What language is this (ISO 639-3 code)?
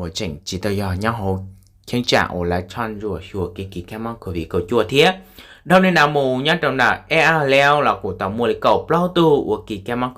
hmn